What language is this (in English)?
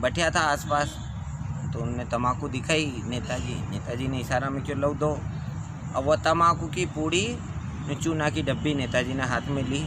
Rajasthani